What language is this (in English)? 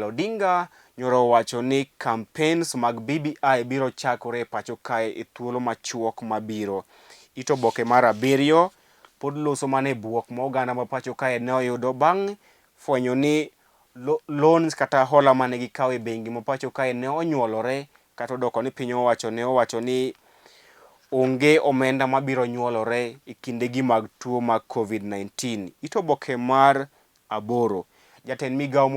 Luo (Kenya and Tanzania)